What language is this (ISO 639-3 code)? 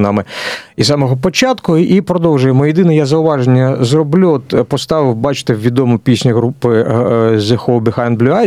ukr